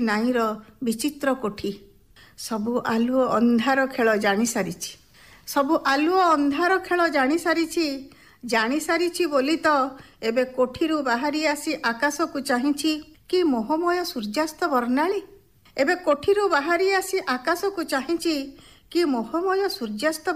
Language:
Odia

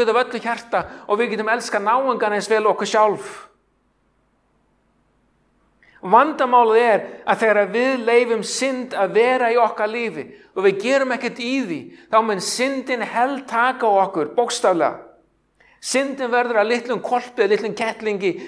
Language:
Icelandic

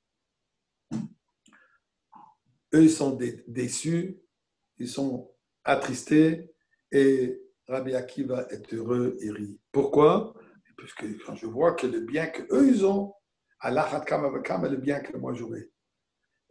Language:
French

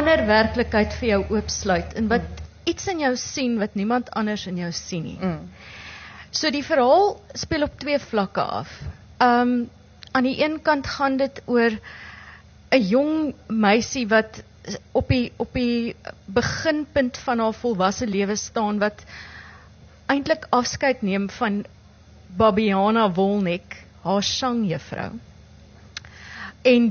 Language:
Afrikaans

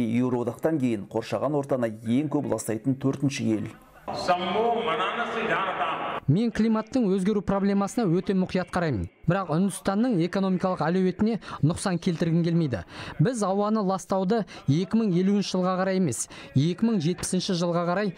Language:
Kazakh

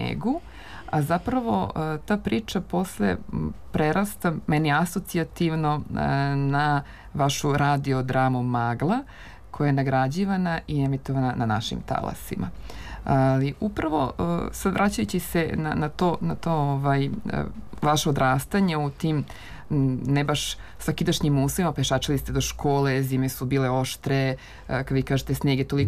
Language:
Serbian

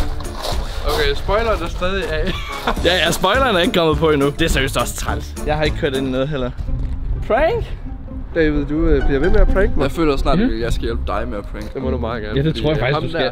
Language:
Danish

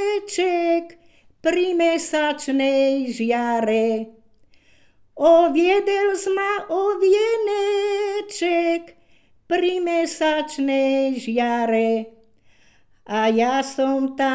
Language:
Slovak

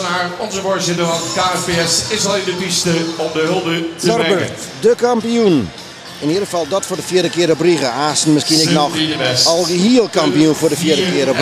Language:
Western Frisian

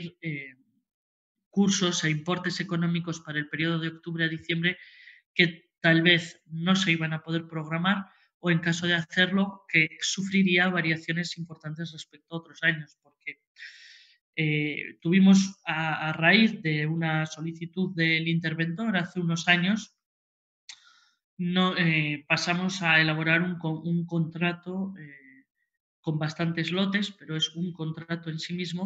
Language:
Spanish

